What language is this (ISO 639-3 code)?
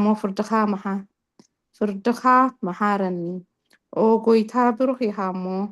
tir